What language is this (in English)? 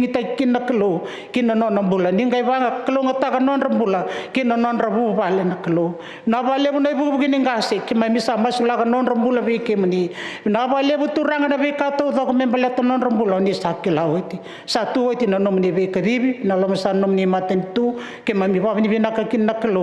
Fijian